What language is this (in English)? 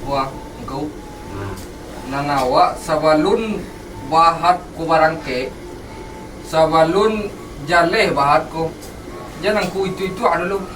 Minangkabau